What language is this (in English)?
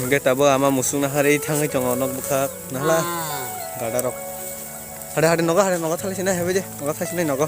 Kok Borok